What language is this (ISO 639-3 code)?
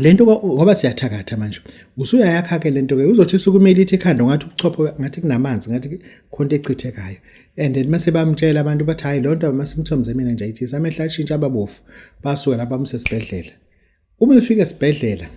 zul